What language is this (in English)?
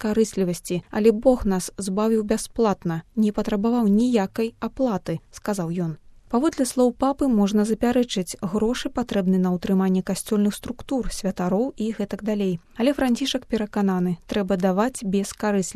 Belarusian